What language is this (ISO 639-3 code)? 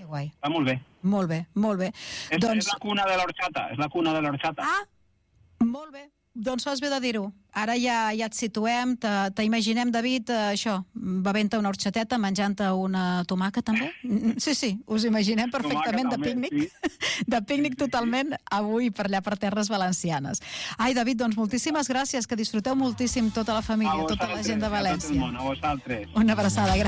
cat